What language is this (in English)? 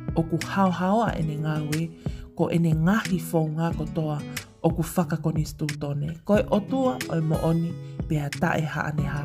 Tongan